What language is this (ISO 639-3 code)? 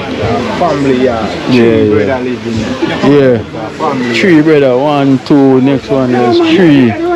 jam